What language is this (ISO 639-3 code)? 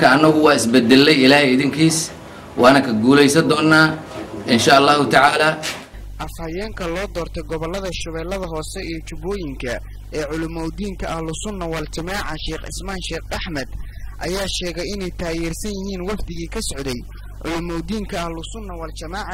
som